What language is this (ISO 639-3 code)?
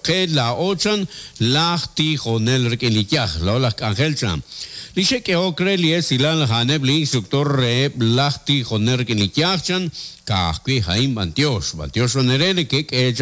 kek